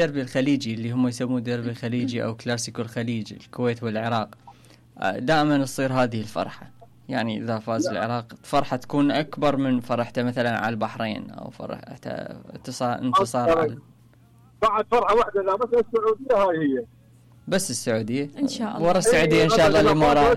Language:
Mesopotamian Arabic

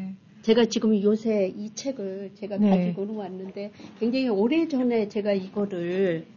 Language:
Korean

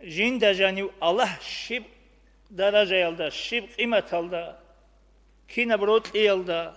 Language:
Avaric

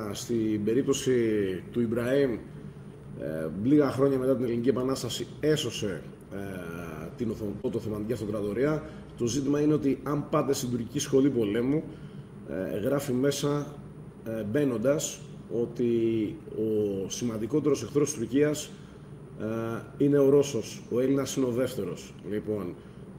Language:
Greek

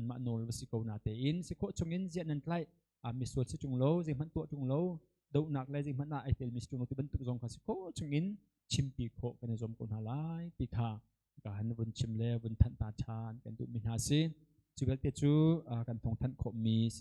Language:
Hakha Chin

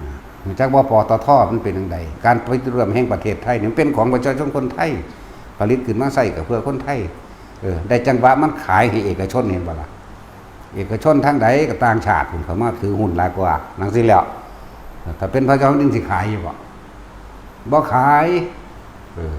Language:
Northeastern Thai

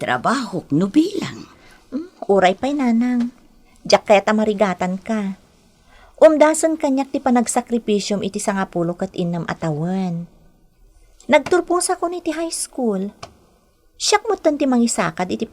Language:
Iloko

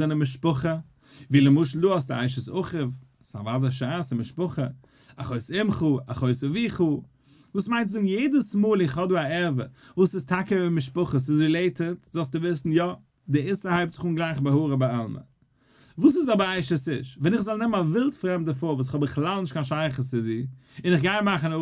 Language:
Yiddish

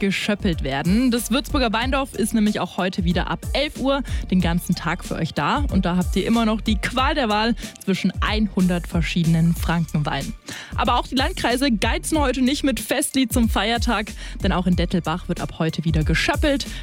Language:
German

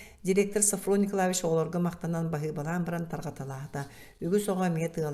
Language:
Yakut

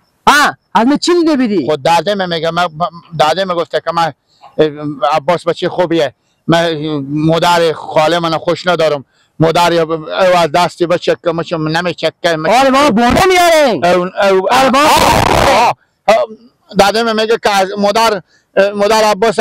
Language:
Persian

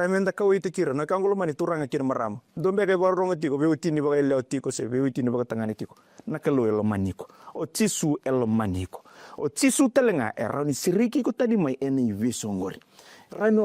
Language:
Fijian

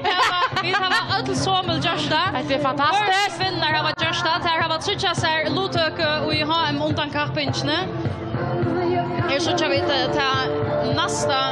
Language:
Faroese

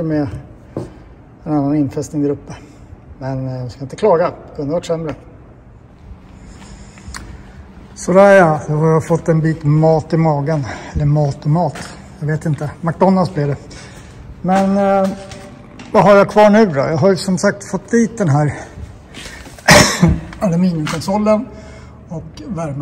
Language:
Swedish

